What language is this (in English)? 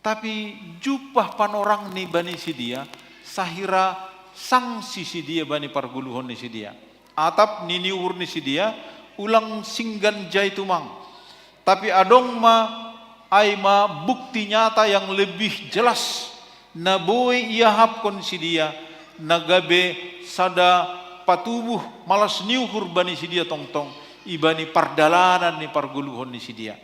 Batak Simalungun